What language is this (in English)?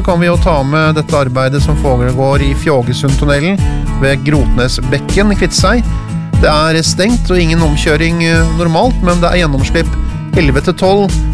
Norwegian